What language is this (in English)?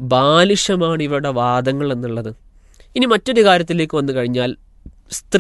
Malayalam